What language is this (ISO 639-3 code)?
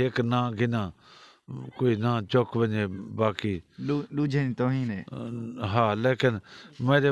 skr